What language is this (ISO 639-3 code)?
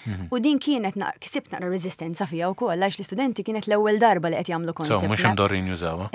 mlt